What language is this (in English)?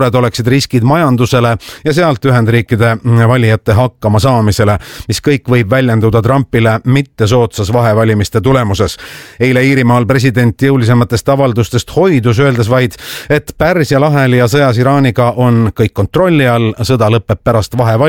Estonian